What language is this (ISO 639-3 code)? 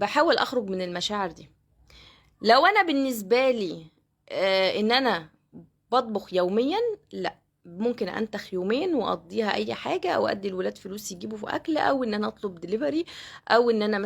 arz